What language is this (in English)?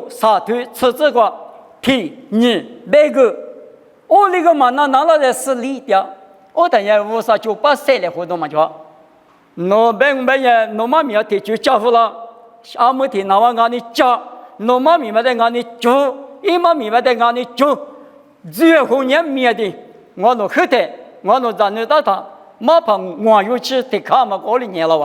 Lisu